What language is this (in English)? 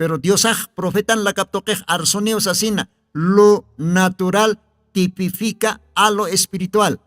Aymara